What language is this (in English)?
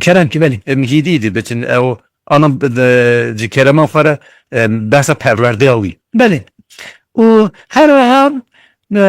Kurdish